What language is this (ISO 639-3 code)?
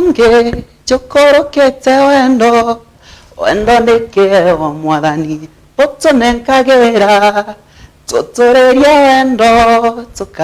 mer